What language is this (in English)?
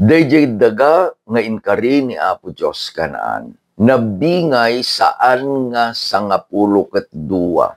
Iloko